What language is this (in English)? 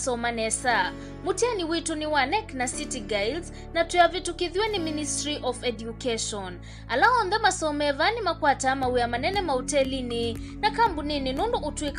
Kamba